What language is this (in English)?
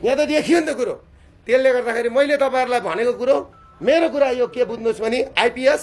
Nepali